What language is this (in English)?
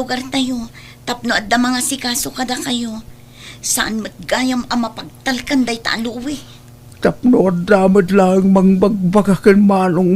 Iloko